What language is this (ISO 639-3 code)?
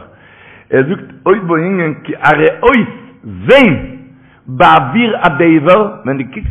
yid